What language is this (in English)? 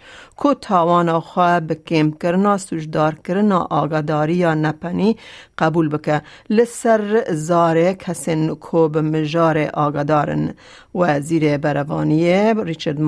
Kurdish